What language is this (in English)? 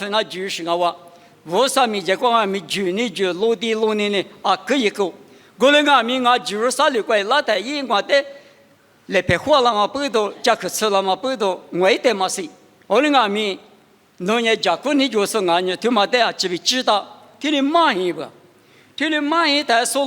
Lisu